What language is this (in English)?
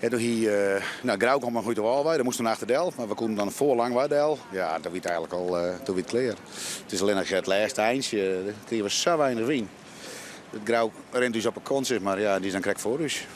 Western Frisian